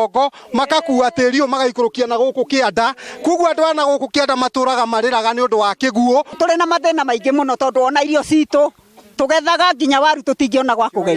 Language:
Kikuyu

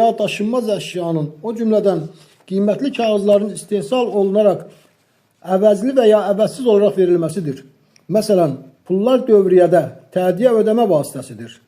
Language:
Azerbaijani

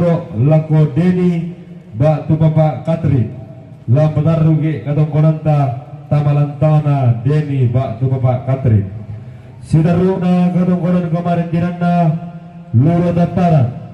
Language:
Toraja-Sa'dan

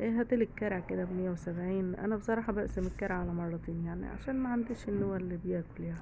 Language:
Egyptian Arabic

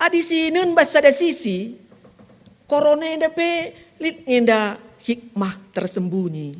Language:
Batak Karo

